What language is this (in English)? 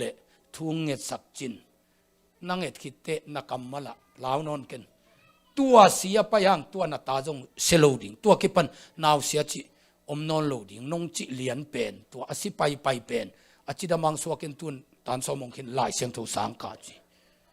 Tedim Chin